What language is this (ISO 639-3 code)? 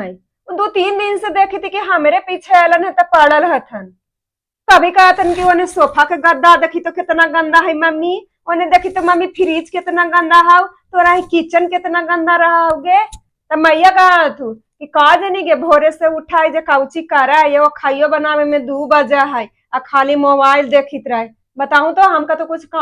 mag